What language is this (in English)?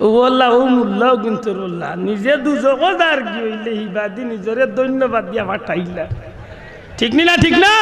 Sylheti